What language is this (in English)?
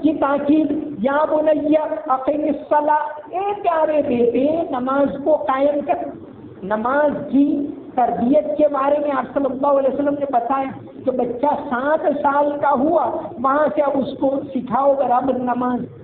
Urdu